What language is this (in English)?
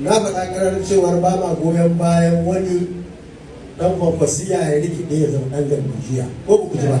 Hausa